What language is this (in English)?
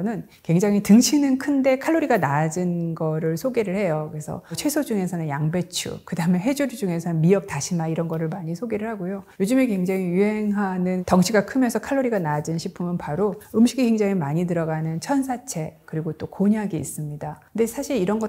Korean